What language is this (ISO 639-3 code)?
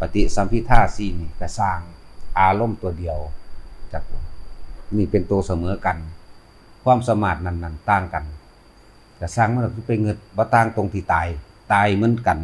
tts